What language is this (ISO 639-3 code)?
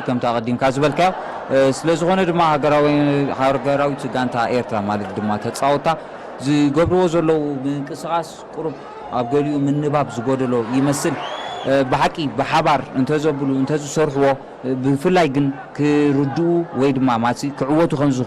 tir